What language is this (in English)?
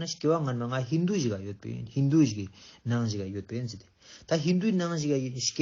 Ladakhi